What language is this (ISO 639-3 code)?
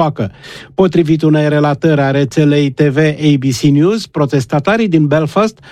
ron